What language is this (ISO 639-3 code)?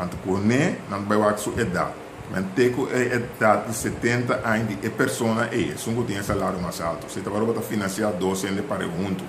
pap